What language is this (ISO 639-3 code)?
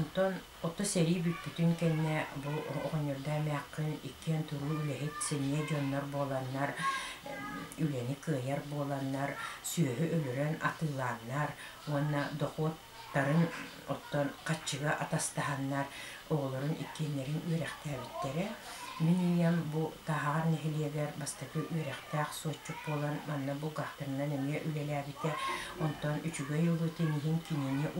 sah